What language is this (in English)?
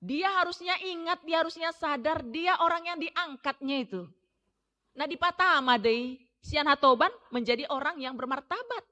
Batak Toba